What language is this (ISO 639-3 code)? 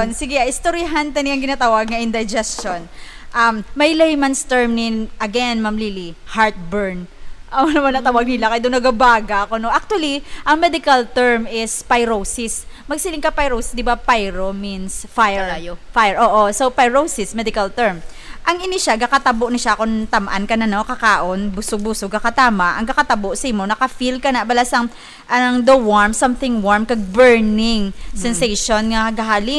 hil